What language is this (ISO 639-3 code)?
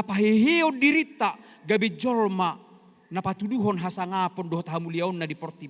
bbc